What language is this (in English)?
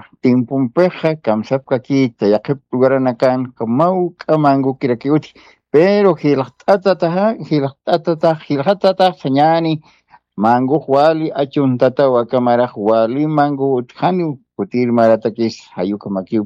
Aymara